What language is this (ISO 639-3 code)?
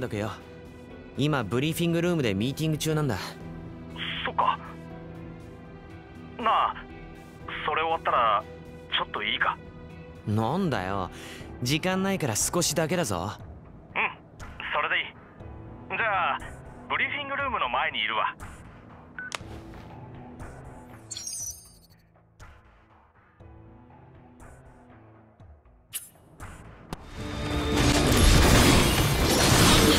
jpn